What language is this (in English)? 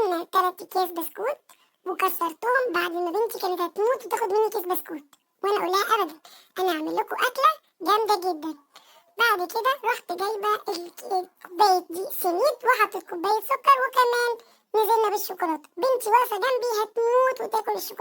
Egyptian Arabic